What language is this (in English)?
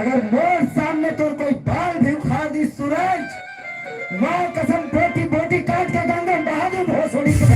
Chhattisgarhi